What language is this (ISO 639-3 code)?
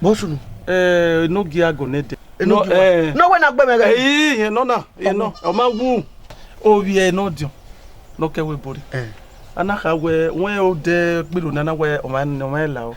bin